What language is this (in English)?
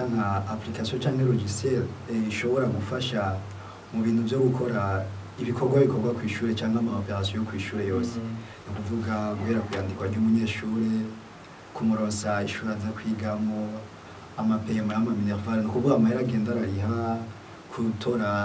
Rundi